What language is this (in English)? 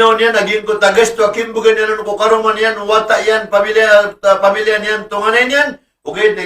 Maranao